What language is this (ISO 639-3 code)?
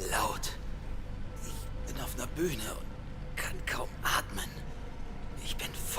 bar